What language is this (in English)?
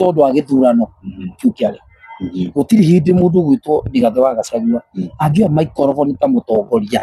Kikuyu